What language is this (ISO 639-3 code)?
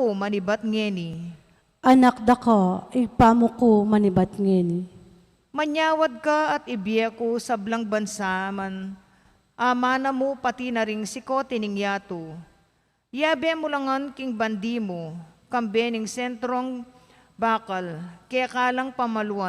pam